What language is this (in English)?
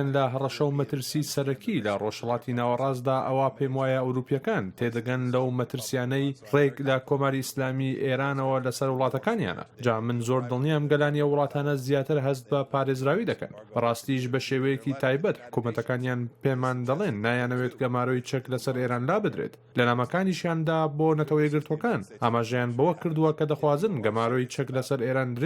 Central Kurdish